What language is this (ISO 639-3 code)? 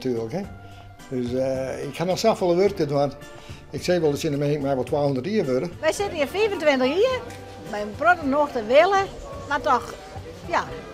fry